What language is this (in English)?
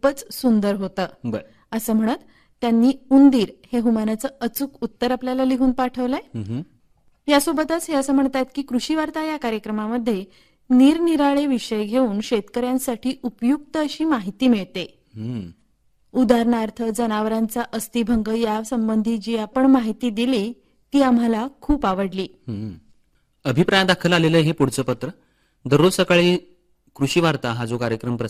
Marathi